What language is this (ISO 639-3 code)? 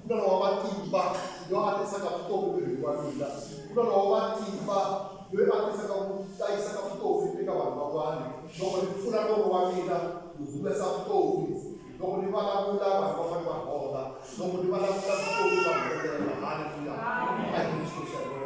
tso